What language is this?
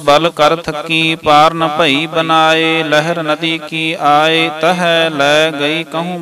Punjabi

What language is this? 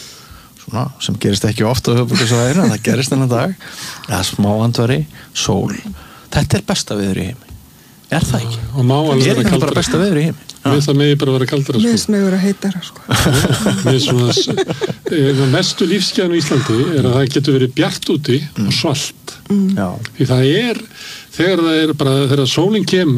Icelandic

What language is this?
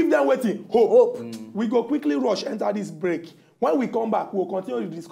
Nigerian Pidgin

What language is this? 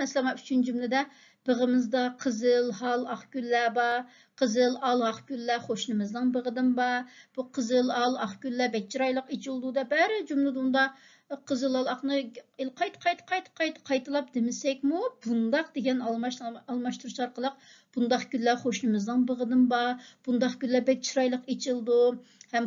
Uyghur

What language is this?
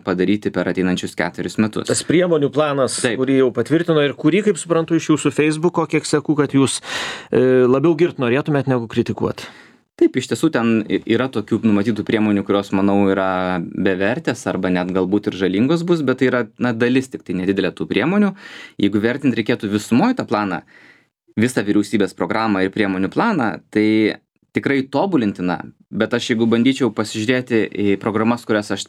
Lithuanian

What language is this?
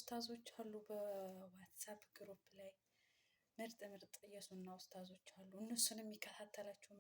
Amharic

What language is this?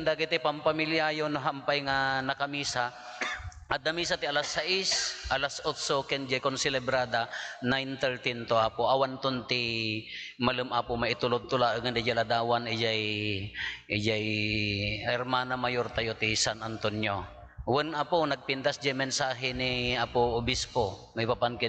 Iloko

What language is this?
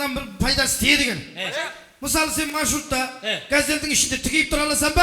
Kara-Kalpak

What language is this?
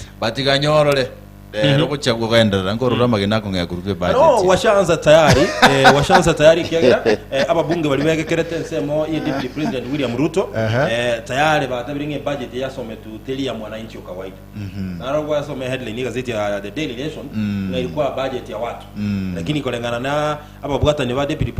Gusii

